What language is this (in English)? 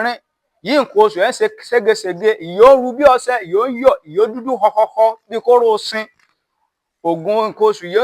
Yoruba